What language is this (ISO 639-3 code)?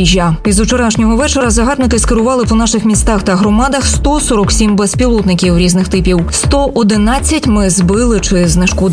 ukr